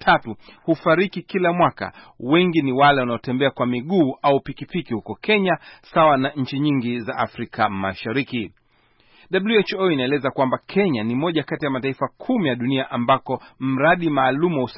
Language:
Swahili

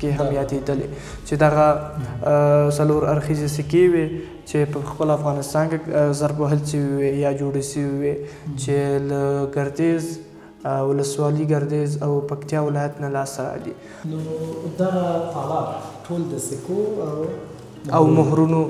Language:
Pashto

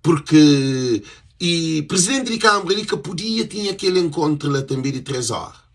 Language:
Kabuverdianu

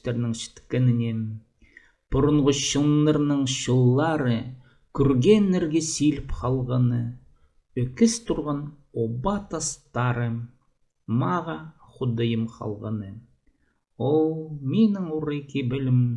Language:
Khakas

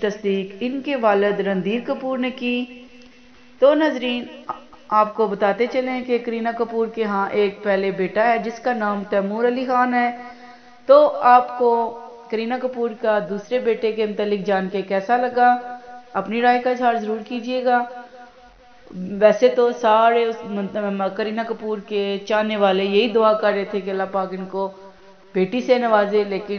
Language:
Urdu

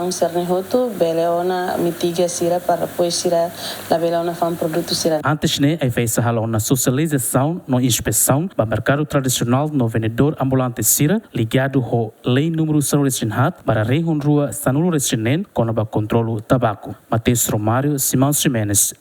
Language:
Tetum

